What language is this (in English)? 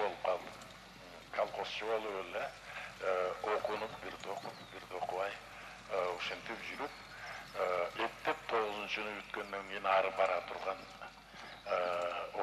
Kyrgyz